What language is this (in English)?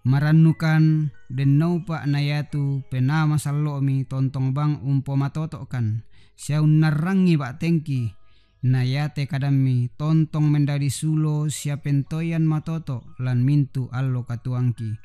Toraja-Sa'dan